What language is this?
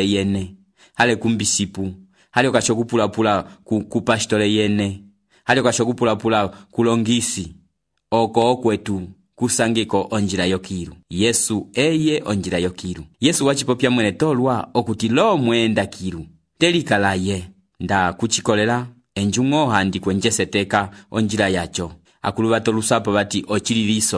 Umbundu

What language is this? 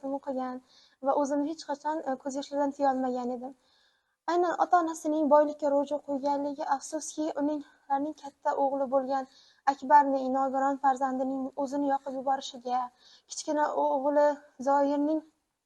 Uzbek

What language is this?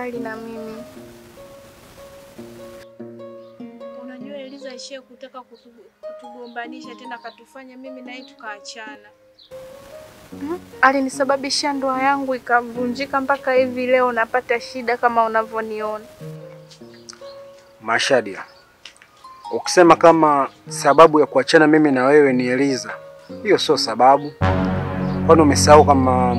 Swahili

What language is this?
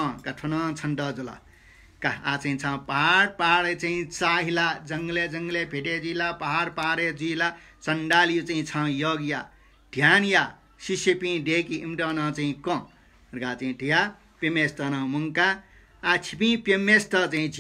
Newari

